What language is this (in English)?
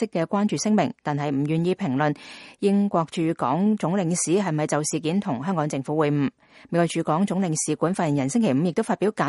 Cantonese